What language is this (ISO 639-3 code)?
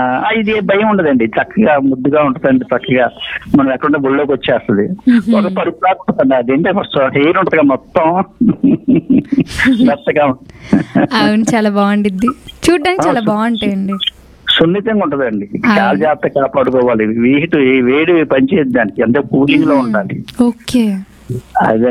tel